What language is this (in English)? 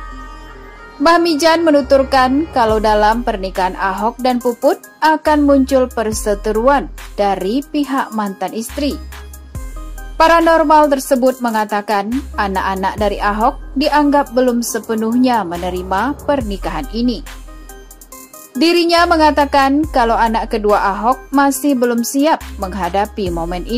Indonesian